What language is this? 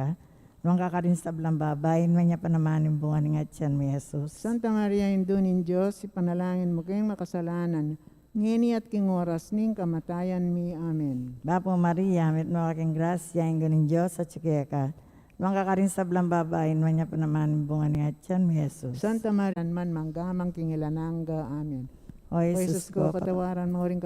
Pampanga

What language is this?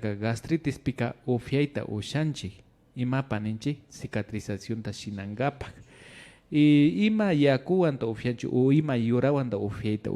Imbabura Highland Quichua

